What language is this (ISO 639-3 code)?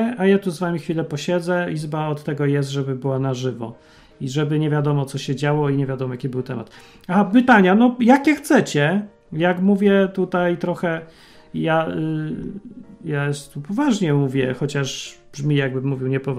pol